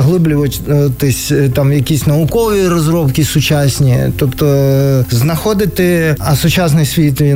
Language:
Ukrainian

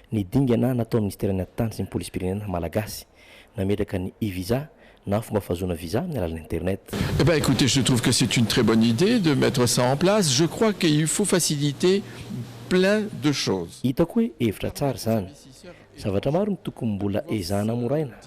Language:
Malagasy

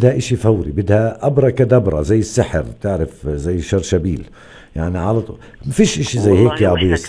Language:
North Levantine Arabic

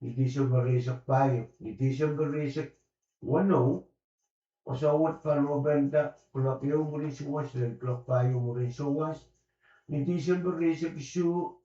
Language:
Pohnpeian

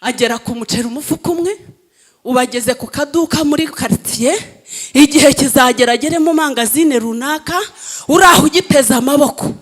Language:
Kinyarwanda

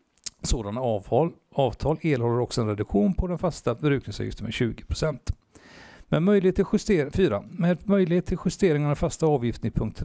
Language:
Swedish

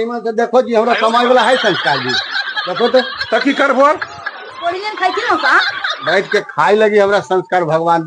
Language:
Magahi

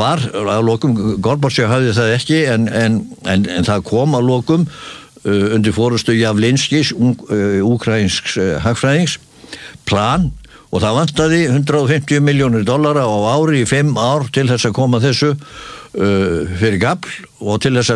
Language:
Icelandic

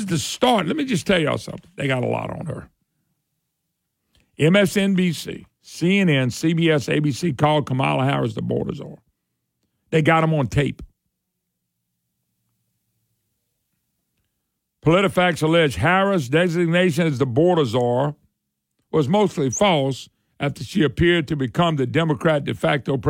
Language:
English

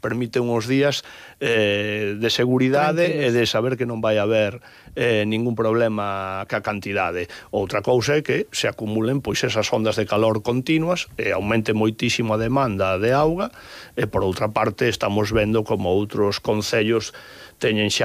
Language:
Galician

